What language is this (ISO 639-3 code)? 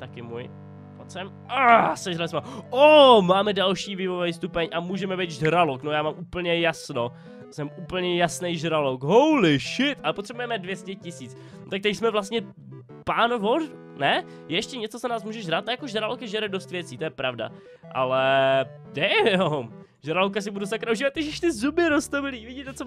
ces